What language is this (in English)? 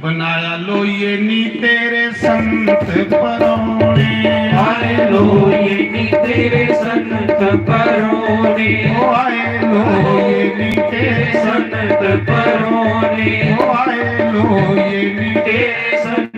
Dogri